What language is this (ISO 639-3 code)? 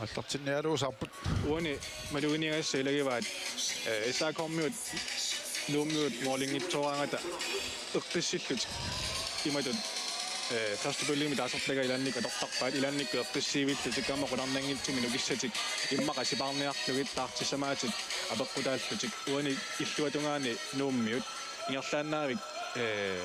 kal